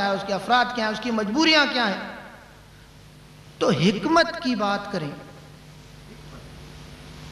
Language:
Urdu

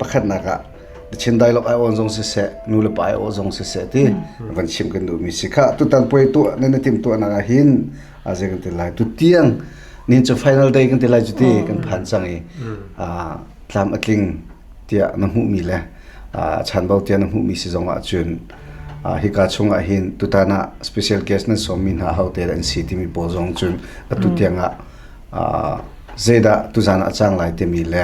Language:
Hakha Chin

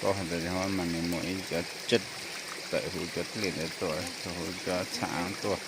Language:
Hmong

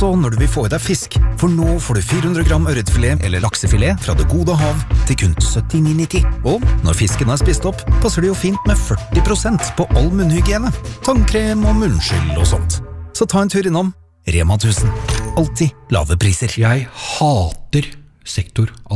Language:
Norwegian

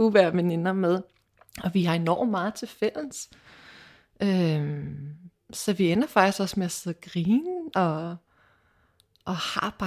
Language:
Danish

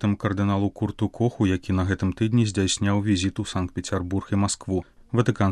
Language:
Belarusian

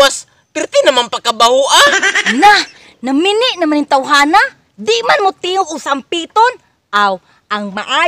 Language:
Cebuano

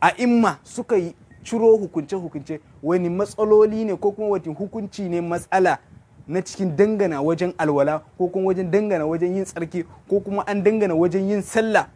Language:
Hausa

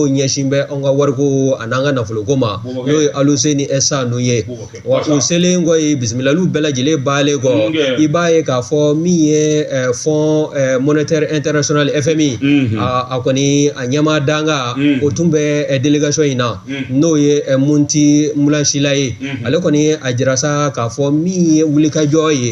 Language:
Bambara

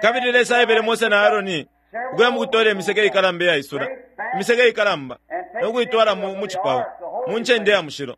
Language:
Bemba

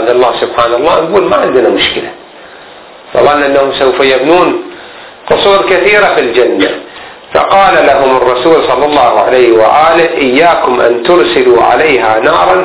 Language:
Arabic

